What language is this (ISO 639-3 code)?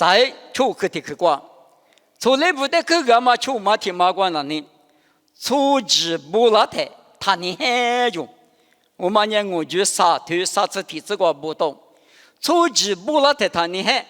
lis